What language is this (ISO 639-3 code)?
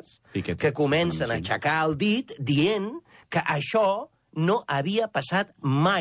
cat